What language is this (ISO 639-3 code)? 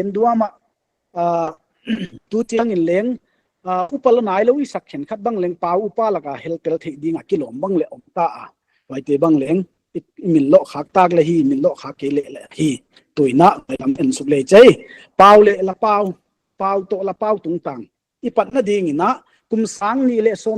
pck